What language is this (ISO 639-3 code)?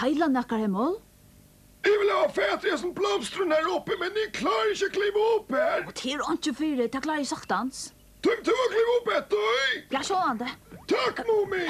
fao